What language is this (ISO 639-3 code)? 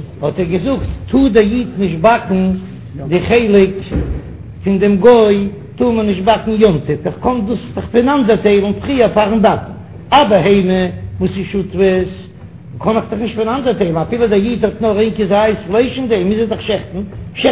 yid